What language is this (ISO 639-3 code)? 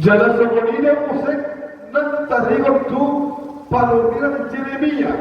bbc